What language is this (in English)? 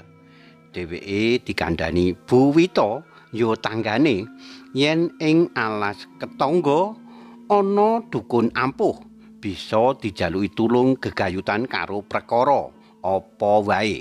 Javanese